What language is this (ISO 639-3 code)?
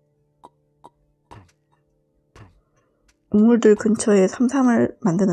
kor